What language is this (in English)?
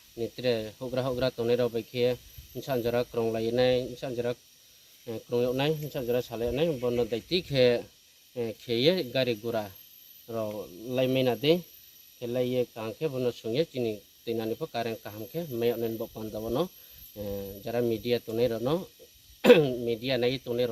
Riang (India)